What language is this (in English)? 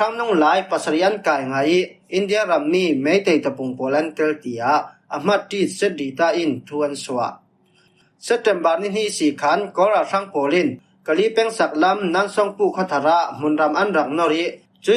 Falam Chin